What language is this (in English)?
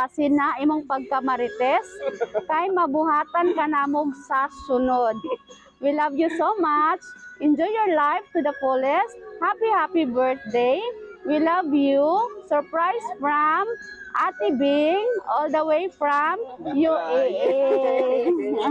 Cebuano